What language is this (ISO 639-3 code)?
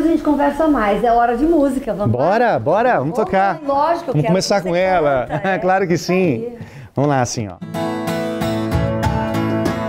por